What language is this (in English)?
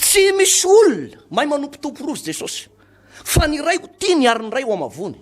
Malagasy